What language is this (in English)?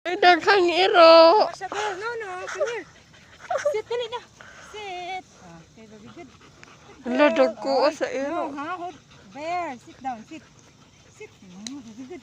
Cebuano